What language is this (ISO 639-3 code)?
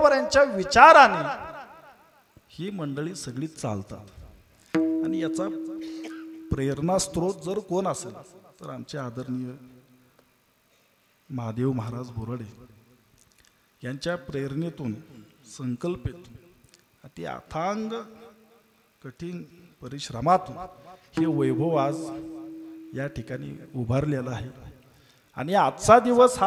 mar